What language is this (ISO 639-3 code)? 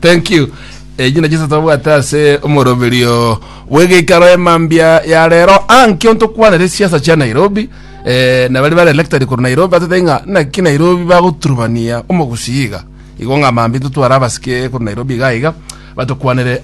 guz